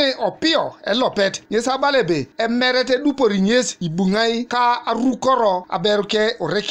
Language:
Teso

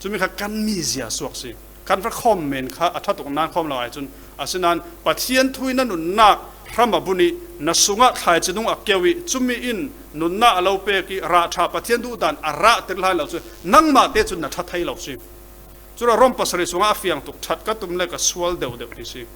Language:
Falam Chin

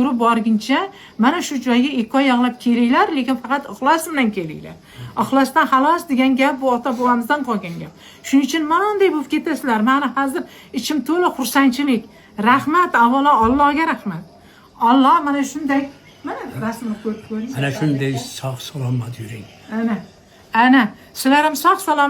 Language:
Uzbek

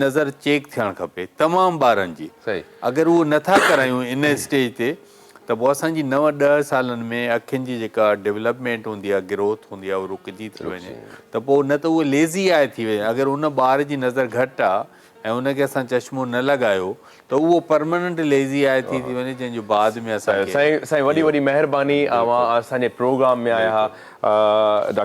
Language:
Sindhi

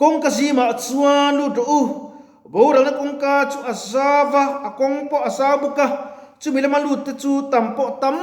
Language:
Mizo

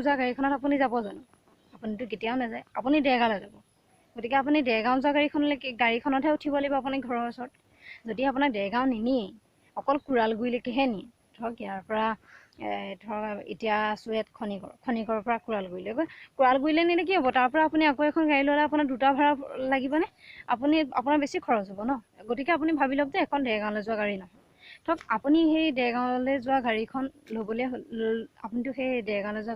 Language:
Assamese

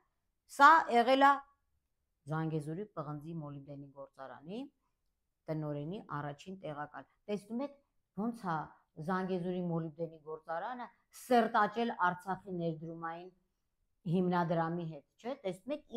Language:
Armenian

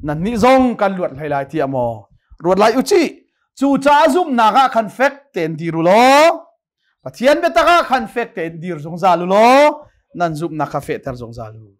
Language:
Hakha Chin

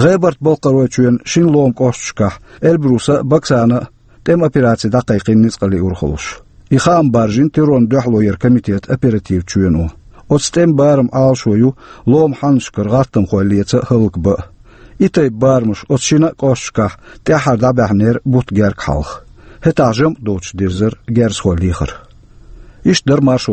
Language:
Chechen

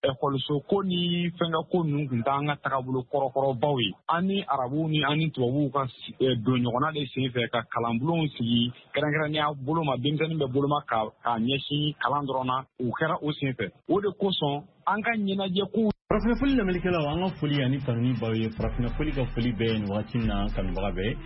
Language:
Bambara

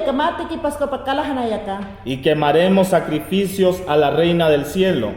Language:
Mayangna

